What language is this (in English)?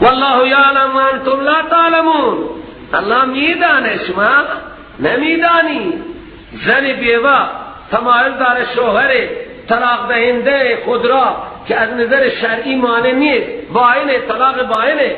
Persian